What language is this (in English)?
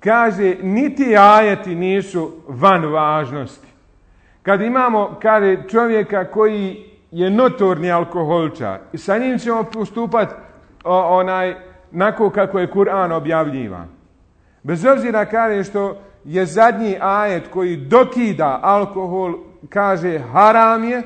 Bosnian